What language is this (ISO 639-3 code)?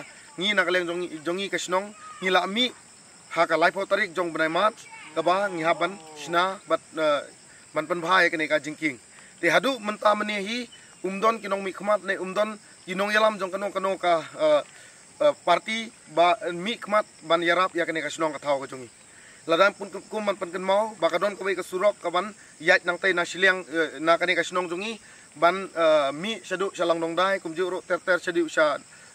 kha